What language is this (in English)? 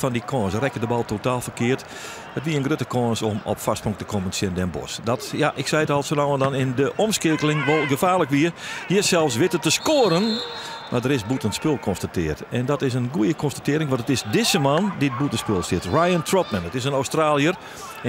Western Frisian